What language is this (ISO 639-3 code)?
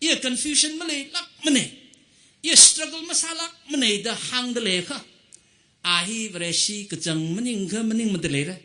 nmf